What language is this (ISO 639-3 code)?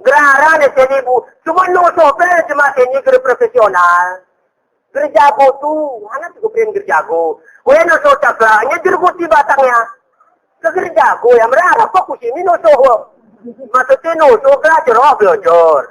gay